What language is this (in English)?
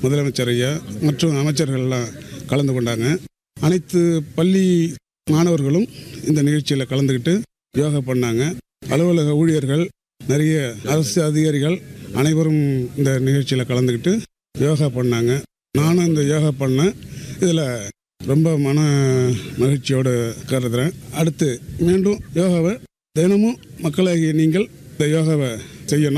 Tamil